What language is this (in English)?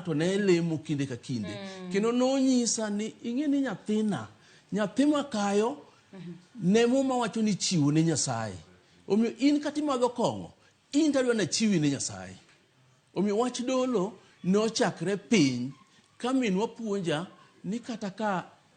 Luo (Kenya and Tanzania)